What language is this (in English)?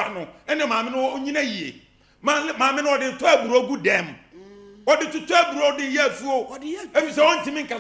Akan